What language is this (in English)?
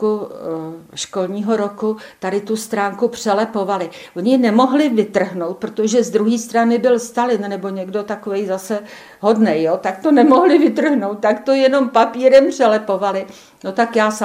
Czech